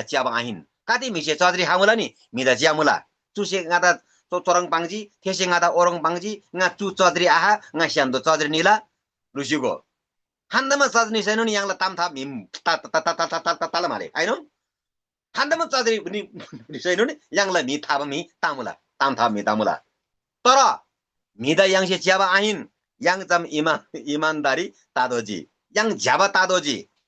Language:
Eastern Tamang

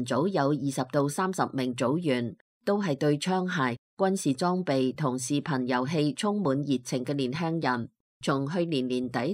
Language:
Cantonese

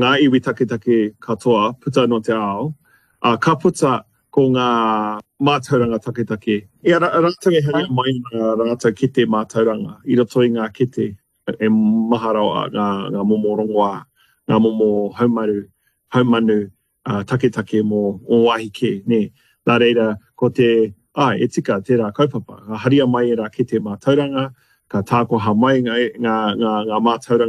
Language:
Māori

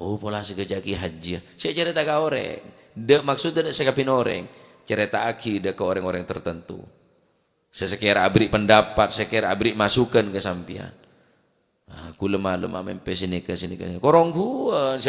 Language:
Madurese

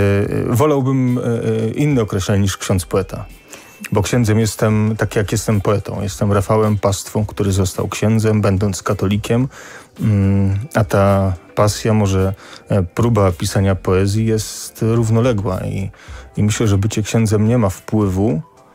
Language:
Polish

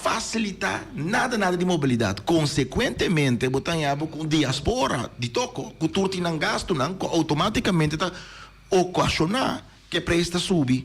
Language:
Papiamento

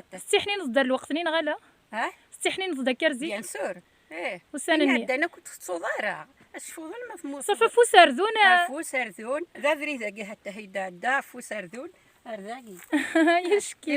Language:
Kabyle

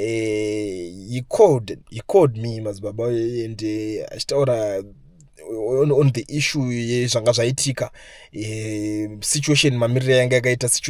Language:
Shona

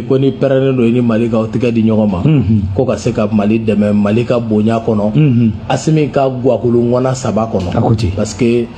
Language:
Bambara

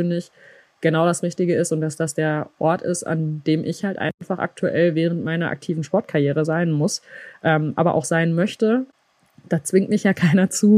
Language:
German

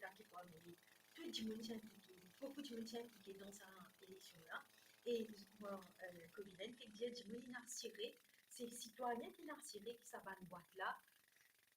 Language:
Morisyen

